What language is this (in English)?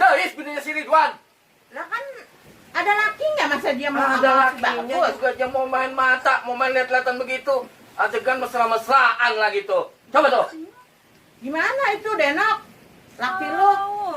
Betawi